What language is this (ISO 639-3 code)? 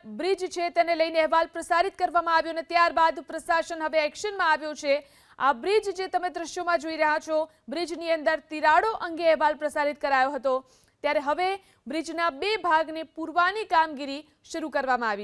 guj